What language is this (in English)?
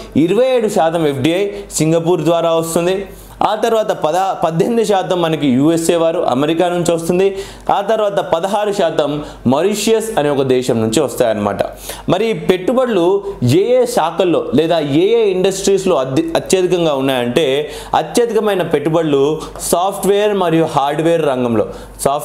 Telugu